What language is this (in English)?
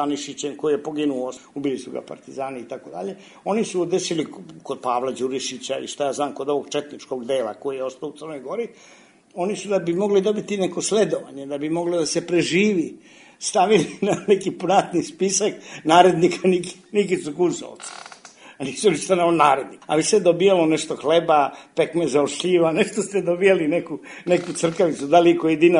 Serbian